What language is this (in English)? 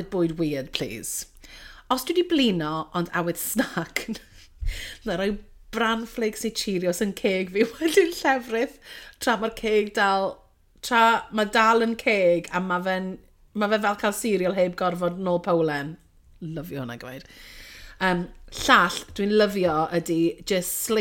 Welsh